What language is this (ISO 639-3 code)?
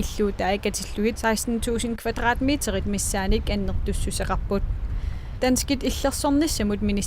kal